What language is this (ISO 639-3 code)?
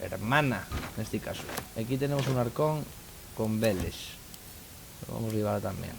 ast